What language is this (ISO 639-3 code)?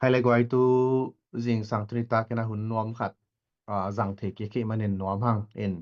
ctd